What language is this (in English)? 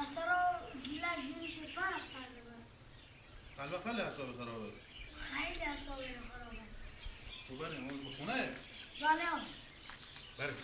Persian